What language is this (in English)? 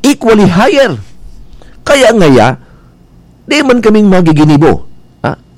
Bikol